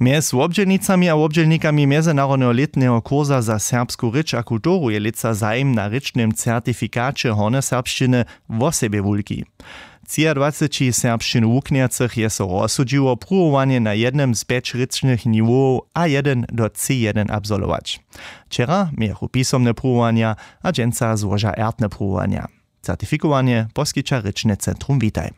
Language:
Upper Sorbian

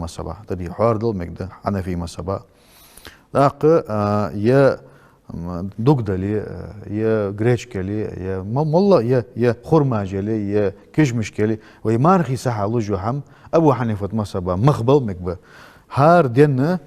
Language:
Ingush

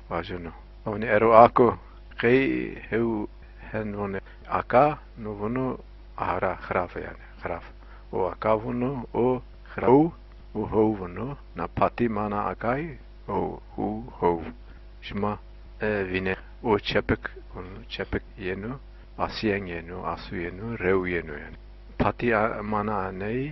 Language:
Zaza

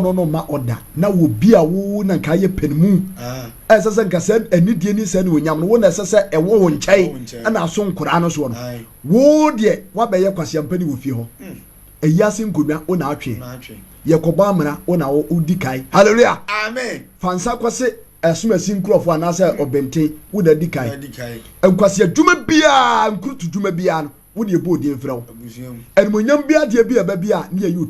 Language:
Akan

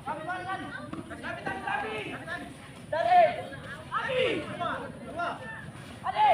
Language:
Ambonese Malay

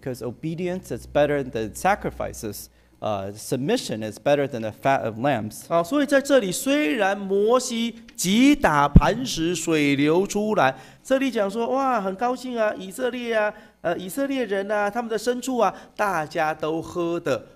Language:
Chinese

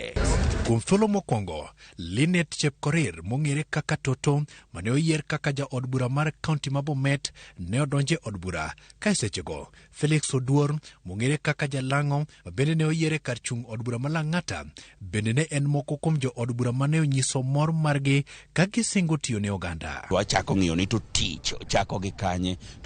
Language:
Luo (Kenya and Tanzania)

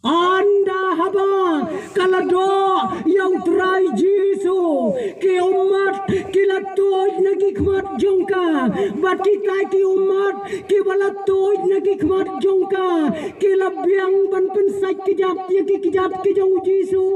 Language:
Khasi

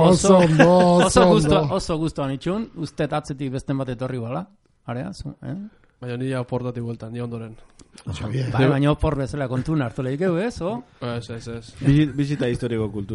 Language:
Basque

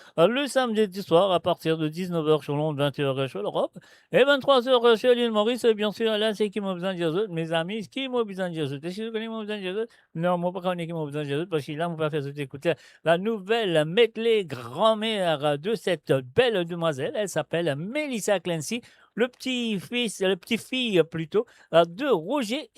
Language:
Morisyen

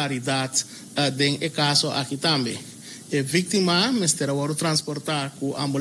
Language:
Papiamento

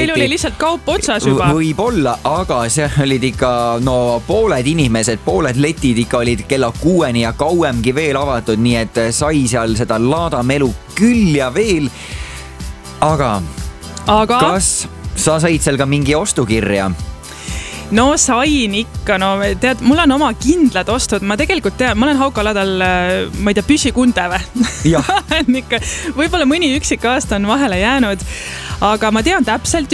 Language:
Estonian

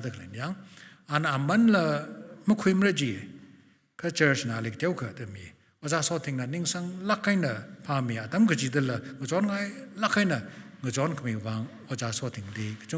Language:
Tangkhul Naga (India)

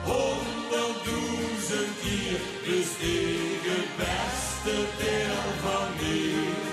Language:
Limburgish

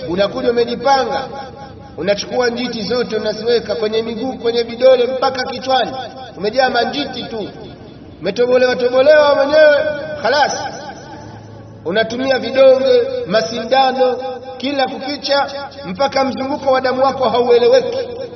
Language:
Swahili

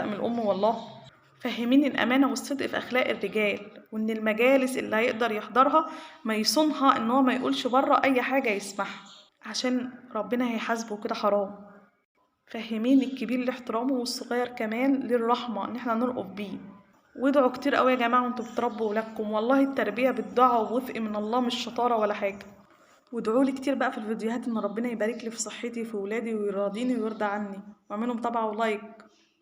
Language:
Egyptian Arabic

